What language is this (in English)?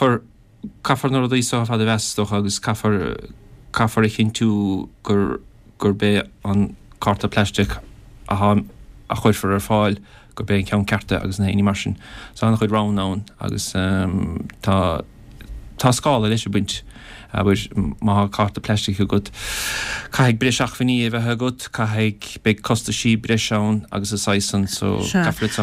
Irish